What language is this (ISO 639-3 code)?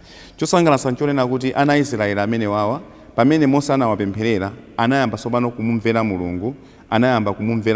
nya